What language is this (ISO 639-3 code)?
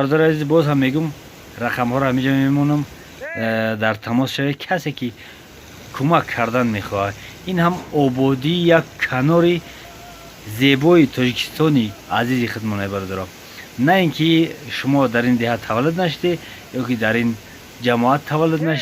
tgk